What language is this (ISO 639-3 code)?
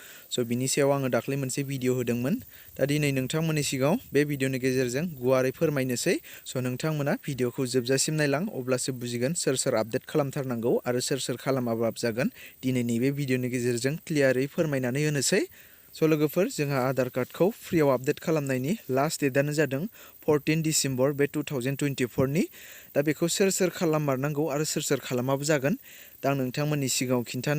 brx